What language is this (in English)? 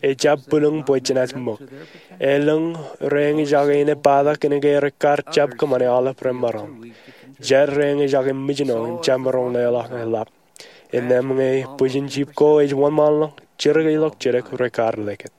Marshallese